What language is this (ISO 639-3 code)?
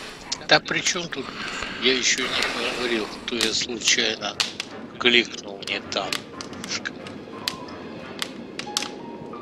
rus